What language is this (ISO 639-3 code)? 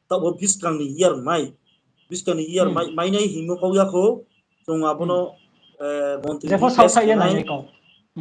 ria